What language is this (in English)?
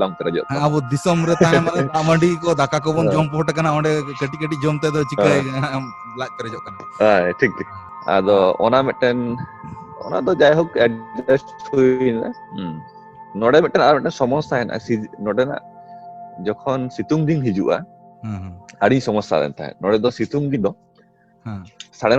Santali